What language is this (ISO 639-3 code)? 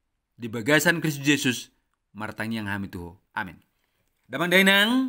bbc